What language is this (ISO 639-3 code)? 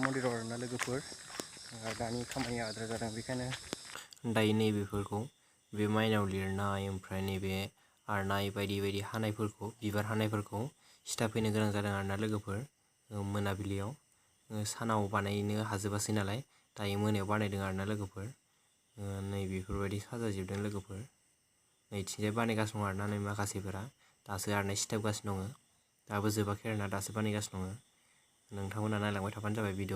brx